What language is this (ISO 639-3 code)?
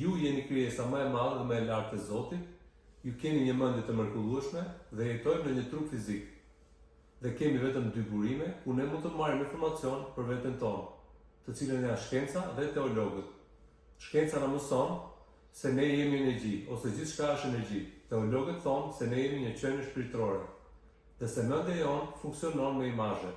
sqi